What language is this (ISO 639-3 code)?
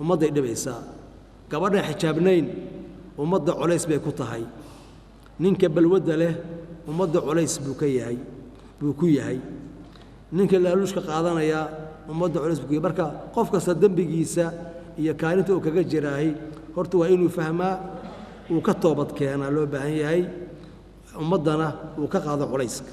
som